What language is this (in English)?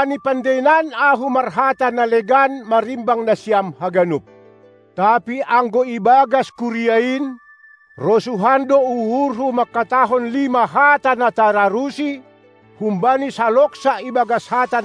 Batak Simalungun